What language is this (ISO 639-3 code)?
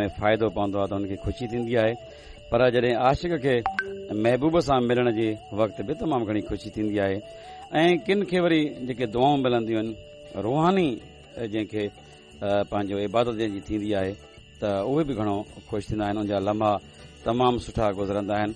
snd